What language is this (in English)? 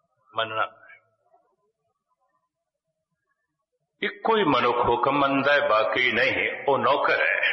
Punjabi